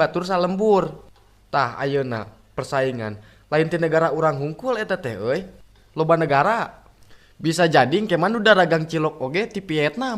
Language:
Sundanese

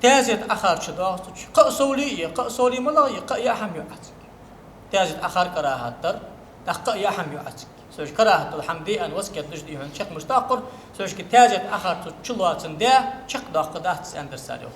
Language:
Ingush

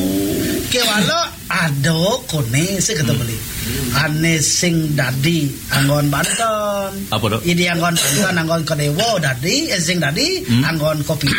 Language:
Balinese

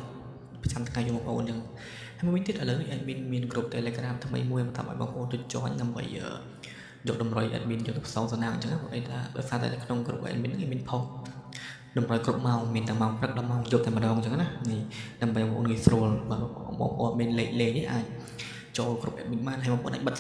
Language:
Khmer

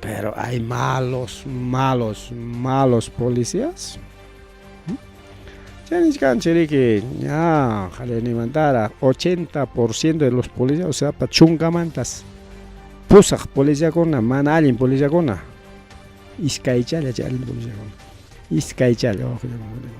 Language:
Ayacucho Quechua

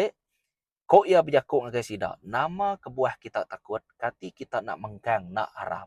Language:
Iban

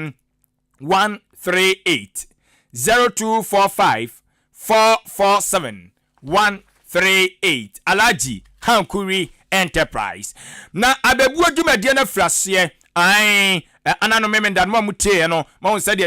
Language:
Akan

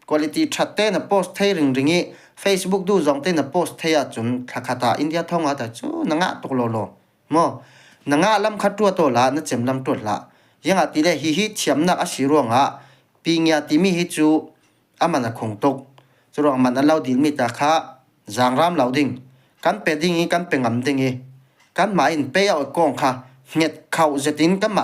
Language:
Falam Chin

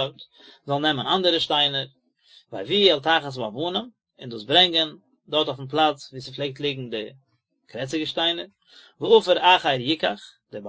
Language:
Yiddish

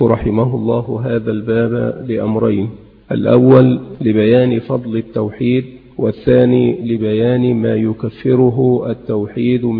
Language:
Arabic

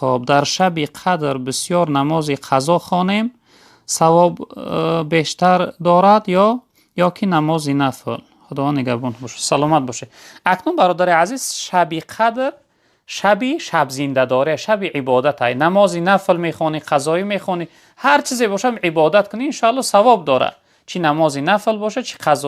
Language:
Tajik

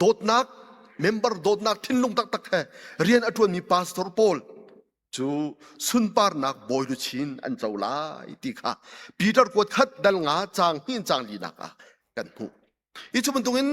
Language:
Hakha Chin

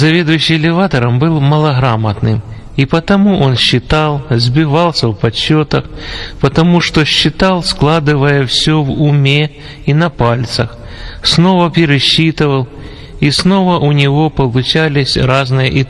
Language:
Russian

